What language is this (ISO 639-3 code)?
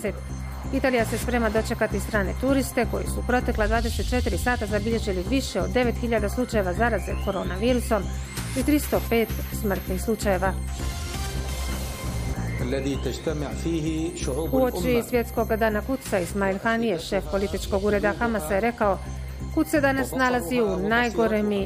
bos